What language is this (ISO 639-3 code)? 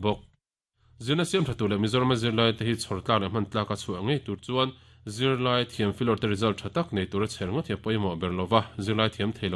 lus